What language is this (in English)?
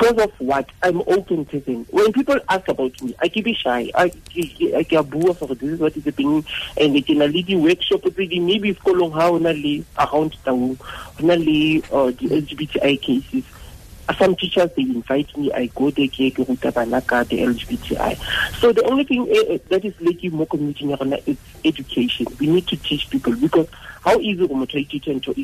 Tswana